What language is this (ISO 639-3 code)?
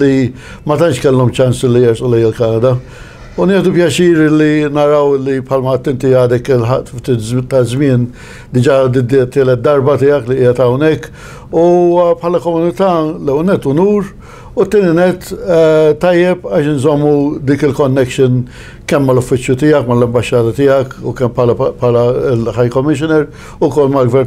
mlt